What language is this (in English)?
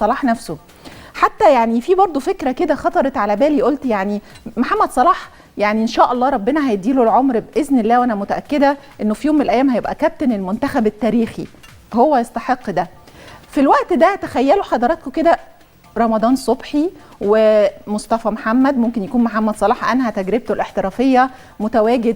Egyptian Arabic